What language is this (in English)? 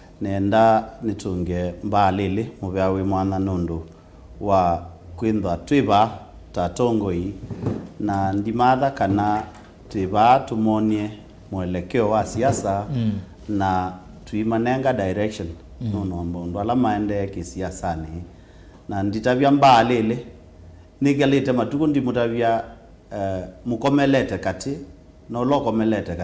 Kamba